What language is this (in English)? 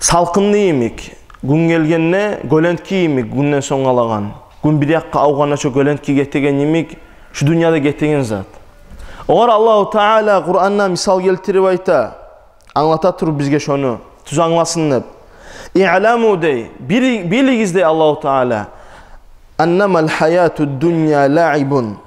Kumyk